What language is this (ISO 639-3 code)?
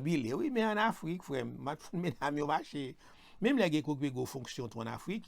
hat